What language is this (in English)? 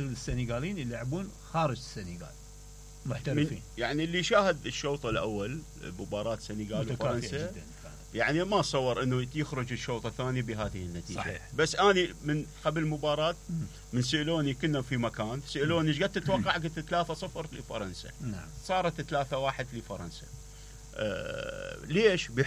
Mesopotamian Arabic